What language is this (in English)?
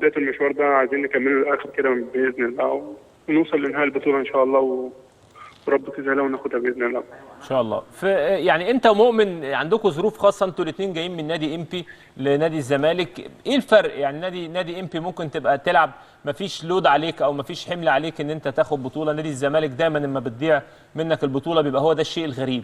Egyptian Arabic